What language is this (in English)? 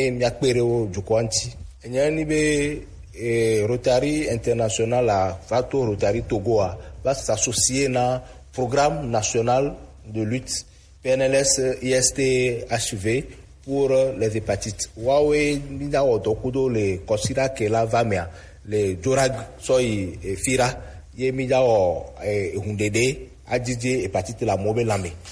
Gen